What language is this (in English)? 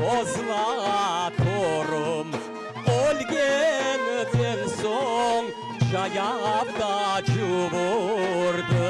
Crimean Tatar